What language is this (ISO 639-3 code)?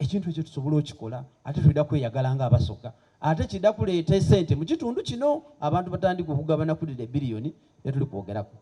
xog